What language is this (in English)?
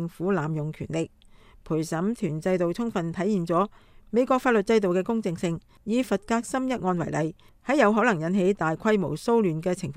Cantonese